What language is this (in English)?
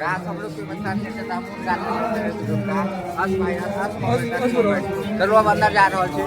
Maithili